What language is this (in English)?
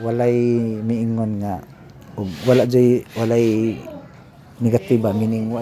Cebuano